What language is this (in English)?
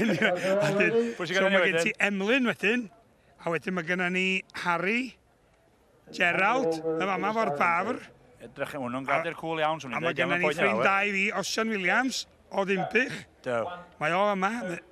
Welsh